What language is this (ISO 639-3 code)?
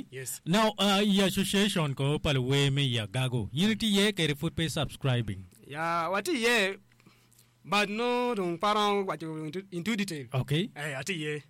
ach